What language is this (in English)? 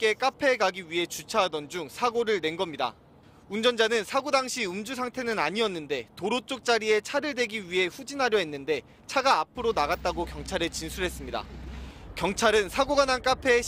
Korean